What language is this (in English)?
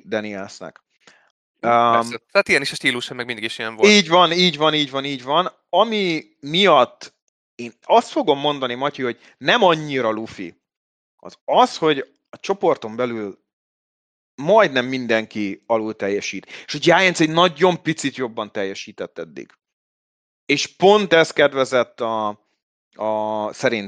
Hungarian